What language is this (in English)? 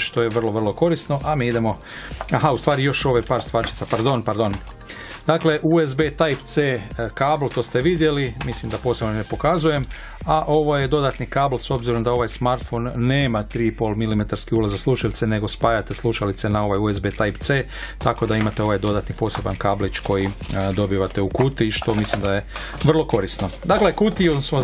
Croatian